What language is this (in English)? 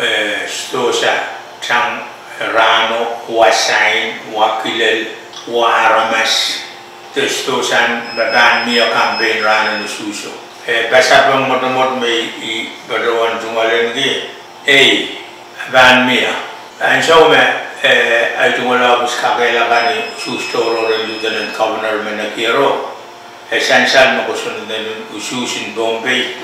Pohnpeian